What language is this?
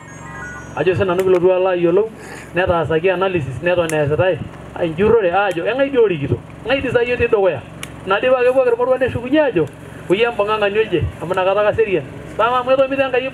Masai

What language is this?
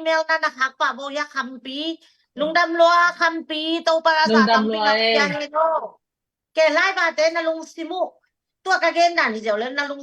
Tedim Chin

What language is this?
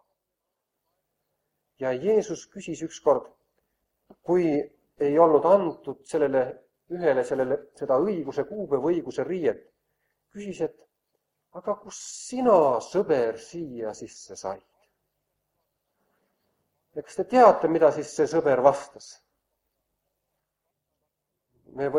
Estonian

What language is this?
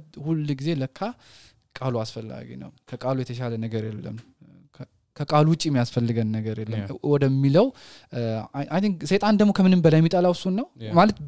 Amharic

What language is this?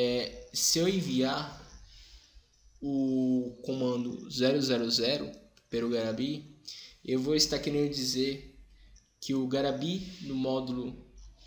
Portuguese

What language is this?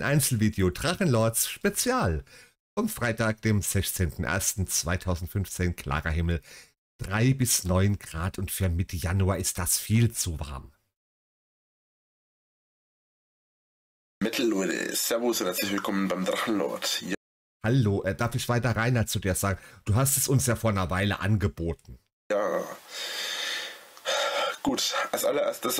German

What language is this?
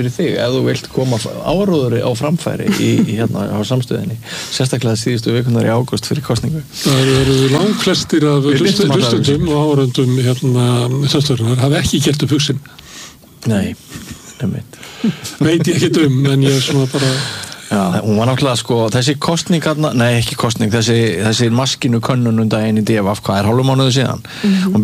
Icelandic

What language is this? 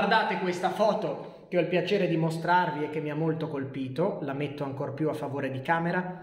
Italian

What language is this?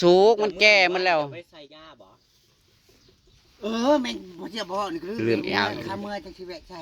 Northeastern Thai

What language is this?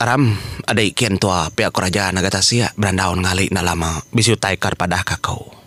Iban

